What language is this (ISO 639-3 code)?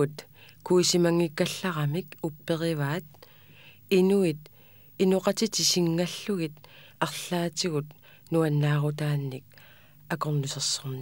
kal